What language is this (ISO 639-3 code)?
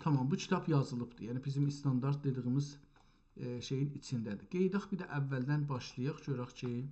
azb